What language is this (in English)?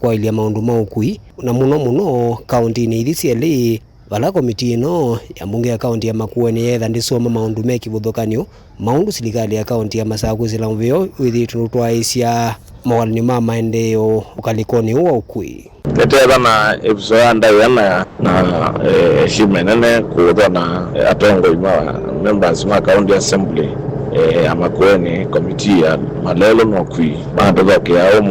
Kamba